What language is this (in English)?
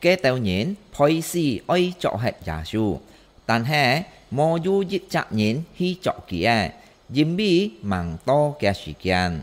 Hakka Chinese